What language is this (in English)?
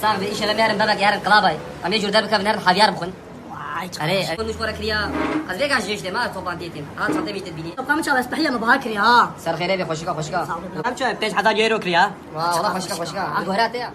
Kurdish